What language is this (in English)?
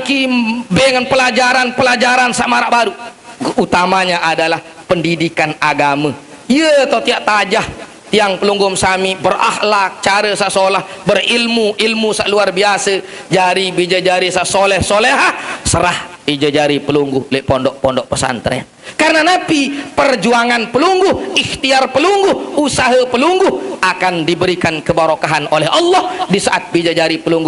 Sasak